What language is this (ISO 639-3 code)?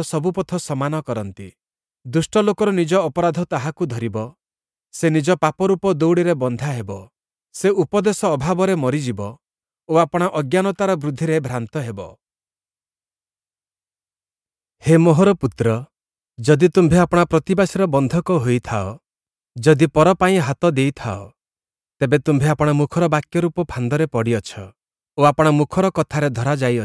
ori